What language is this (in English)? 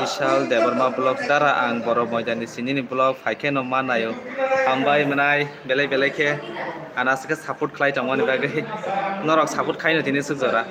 Kok Borok